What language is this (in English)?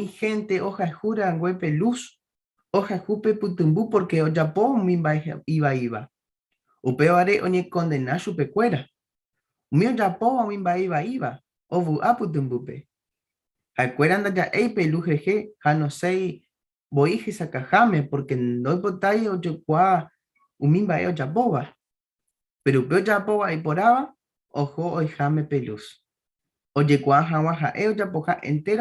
Guarani